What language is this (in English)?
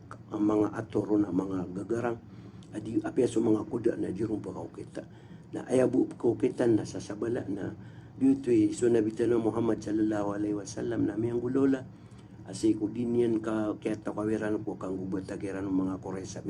Maranao